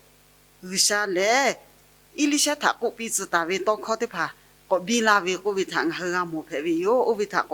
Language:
Lahu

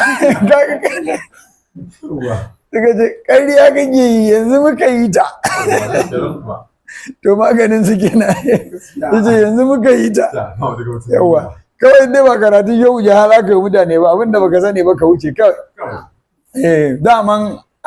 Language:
Hausa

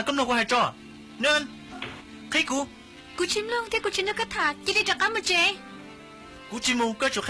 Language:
Hmong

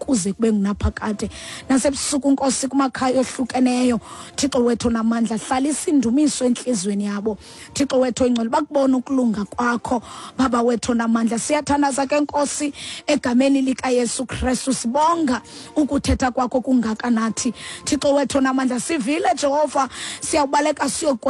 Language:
Xhosa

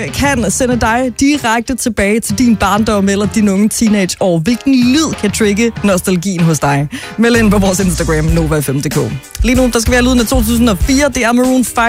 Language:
Danish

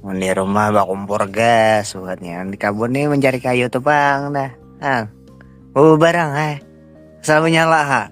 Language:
Banjar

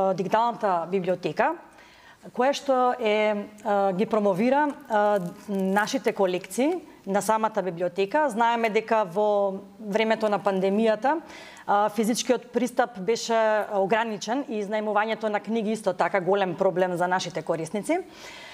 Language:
Macedonian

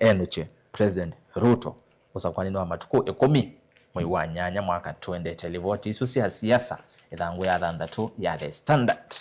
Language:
Kamba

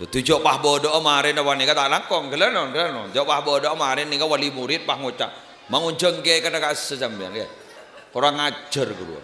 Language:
Madurese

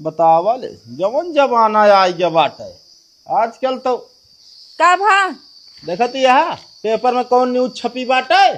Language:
Awadhi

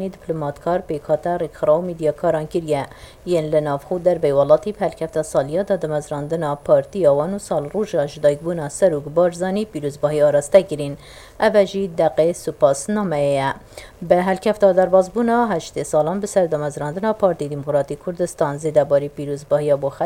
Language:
Kurdish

